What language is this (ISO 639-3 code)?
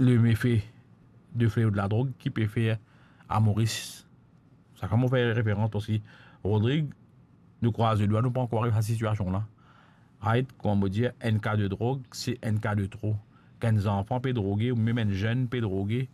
mfe